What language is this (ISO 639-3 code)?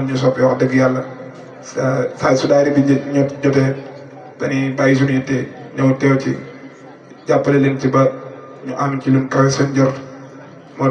wol